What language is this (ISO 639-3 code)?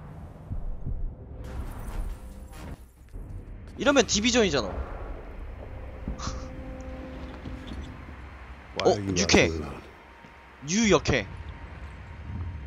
kor